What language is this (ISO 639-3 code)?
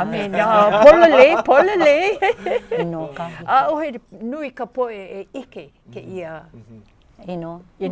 haw